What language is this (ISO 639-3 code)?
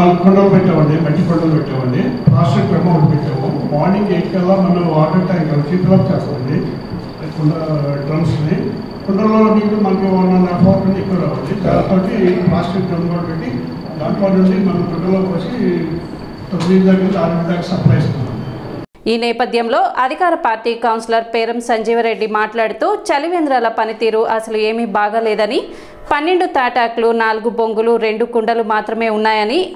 tel